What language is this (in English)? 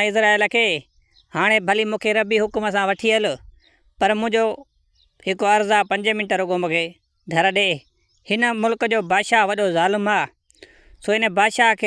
Sindhi